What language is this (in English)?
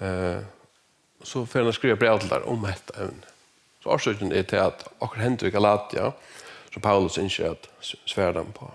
Faroese